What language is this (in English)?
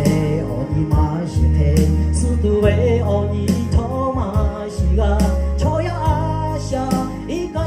Lahu